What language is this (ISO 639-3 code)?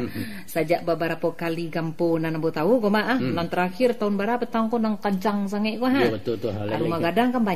min